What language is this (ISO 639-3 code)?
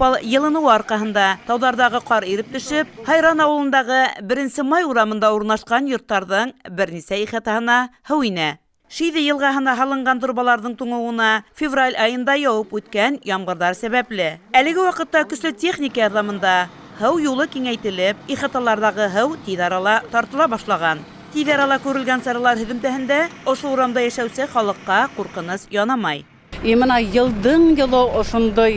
bak